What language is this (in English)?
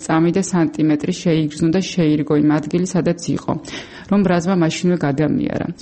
Georgian